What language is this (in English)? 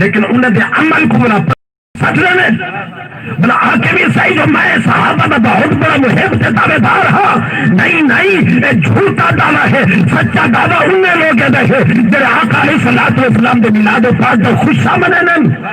Saraiki